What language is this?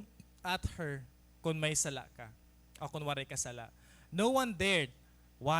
Waray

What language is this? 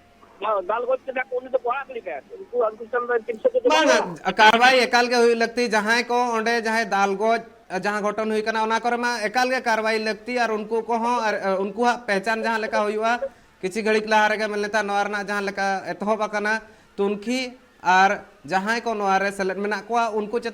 Santali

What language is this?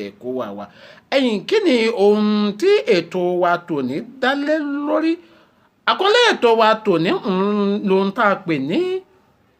Yoruba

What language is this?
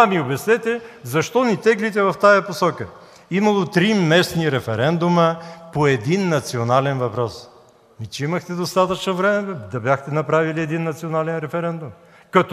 Bulgarian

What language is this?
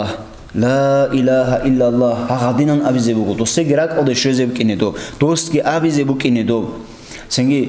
Avaric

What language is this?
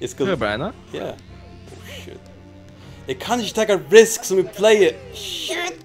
Faroese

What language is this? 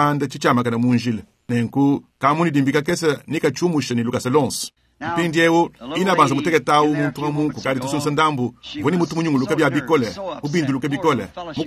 Luba-Lulua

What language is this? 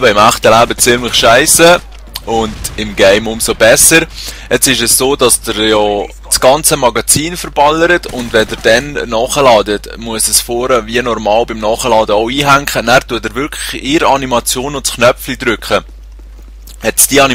Swiss German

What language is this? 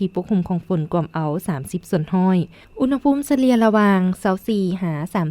Lao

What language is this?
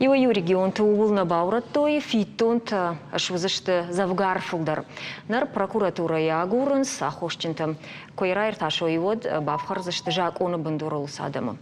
Ossetic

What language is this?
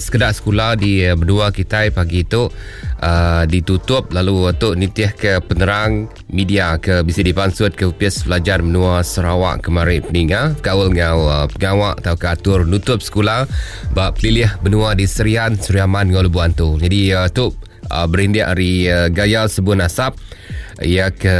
Iban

